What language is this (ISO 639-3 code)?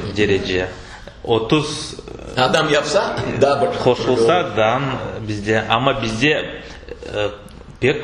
crh